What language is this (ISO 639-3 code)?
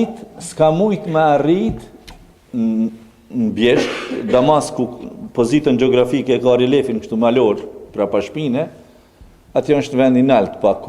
sqi